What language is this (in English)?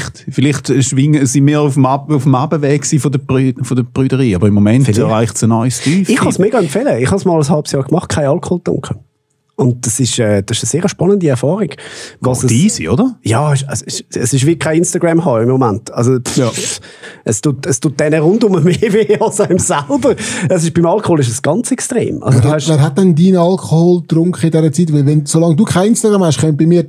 Swiss German